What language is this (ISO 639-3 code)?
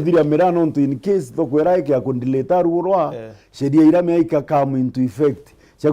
mer